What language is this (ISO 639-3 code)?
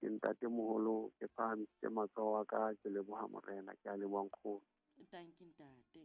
sot